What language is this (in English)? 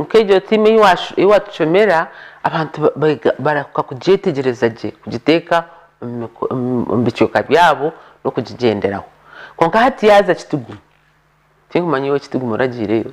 Nyankole